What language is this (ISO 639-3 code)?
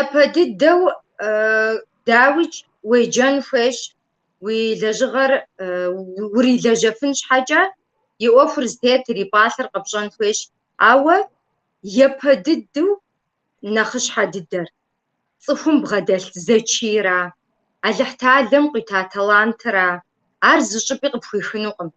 kbd